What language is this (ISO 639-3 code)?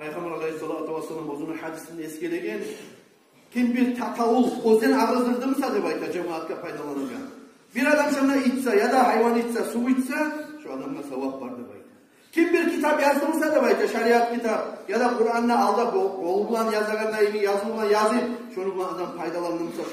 kum